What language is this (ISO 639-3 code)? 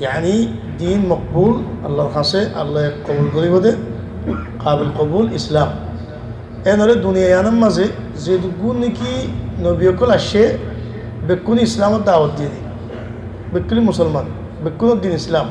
rhg